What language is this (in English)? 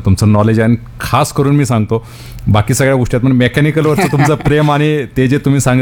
Marathi